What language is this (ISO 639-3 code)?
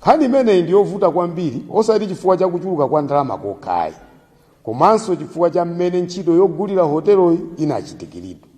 nya